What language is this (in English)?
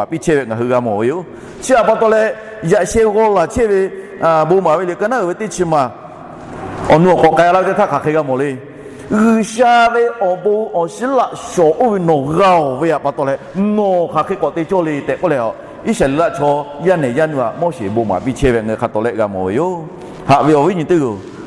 Lahu